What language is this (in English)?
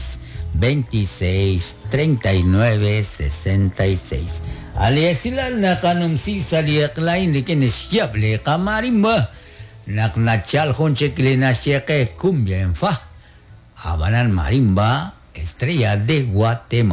Kekchí